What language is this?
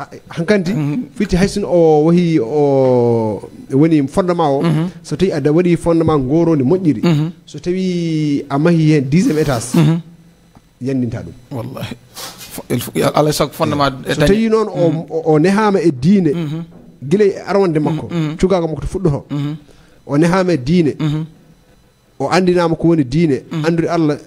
Fula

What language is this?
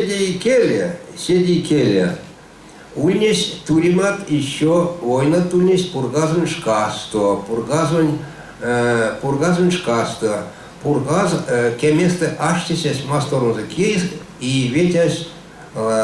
Erzya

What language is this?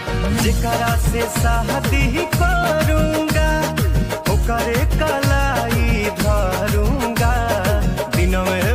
Bhojpuri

